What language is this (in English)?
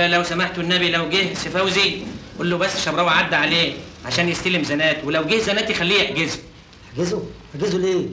Egyptian Arabic